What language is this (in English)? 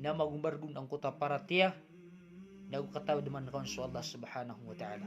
Maranao